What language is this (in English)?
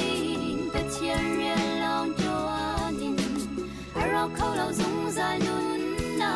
Hakha Chin